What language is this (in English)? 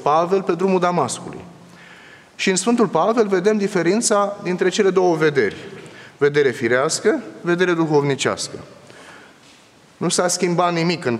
Romanian